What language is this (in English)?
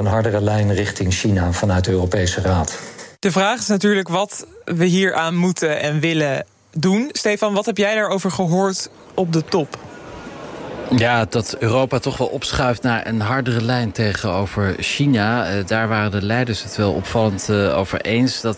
Dutch